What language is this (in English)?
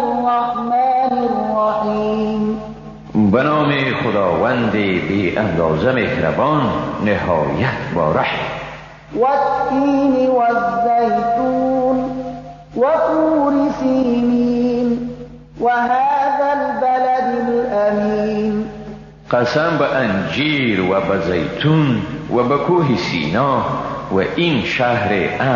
Persian